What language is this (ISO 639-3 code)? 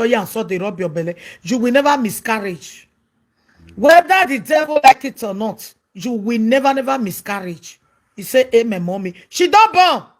pcm